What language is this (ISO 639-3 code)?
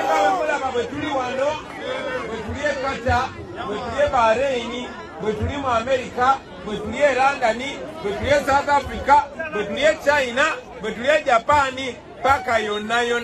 lug